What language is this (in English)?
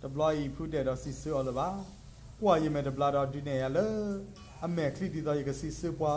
S'gaw Karen